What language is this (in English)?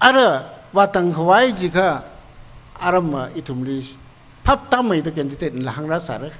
Tangkhul Naga (India)